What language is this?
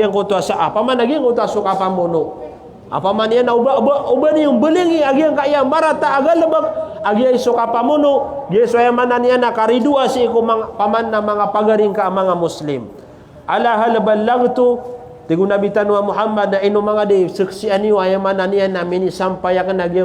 Maranao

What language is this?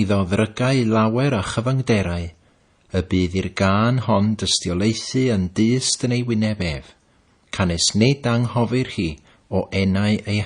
Welsh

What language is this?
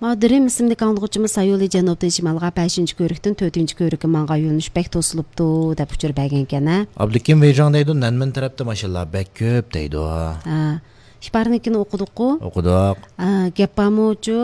Uyghur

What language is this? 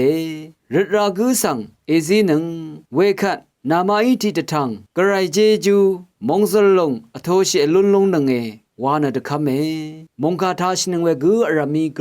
Rawang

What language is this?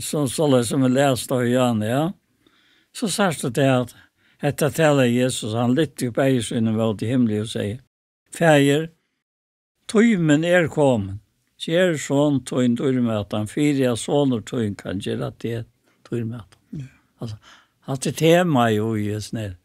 Faroese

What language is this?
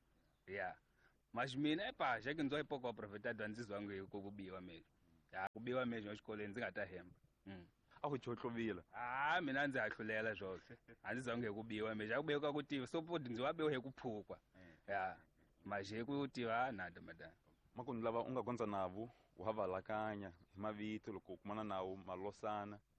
Tsonga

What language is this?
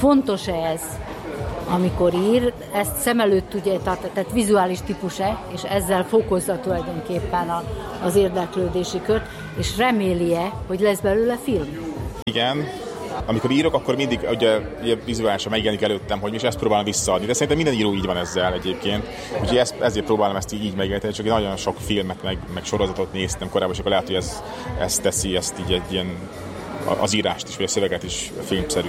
Hungarian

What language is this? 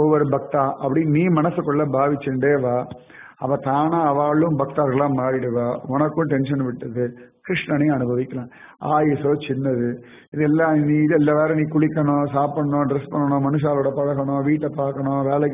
Tamil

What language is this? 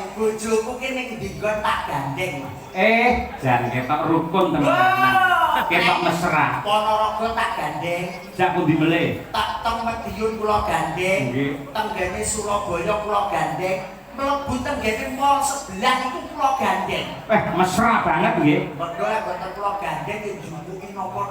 Javanese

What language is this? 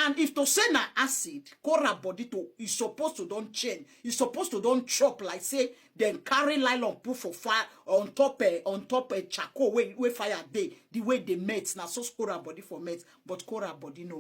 Nigerian Pidgin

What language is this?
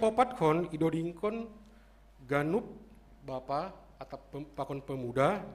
Batak Simalungun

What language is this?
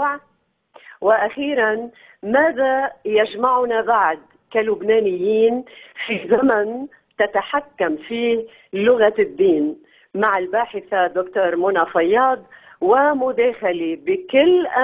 Arabic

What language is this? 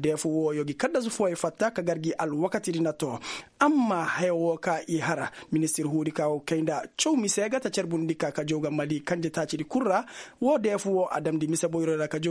Koyraboro Senni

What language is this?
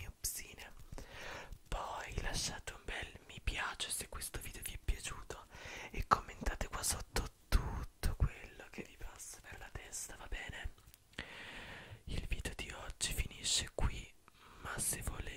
Italian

